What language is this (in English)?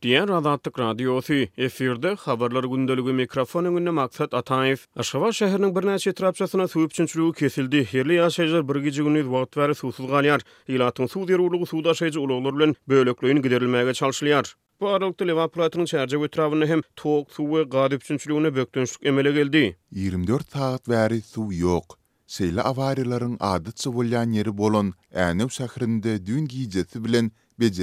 Turkmen